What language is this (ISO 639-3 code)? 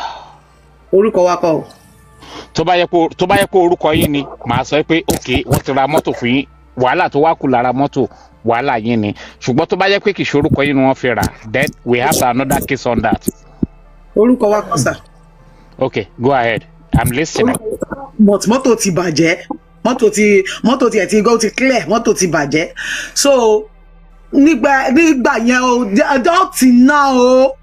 yor